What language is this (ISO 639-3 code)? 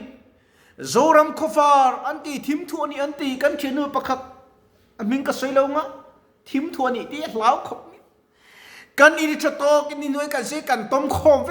lus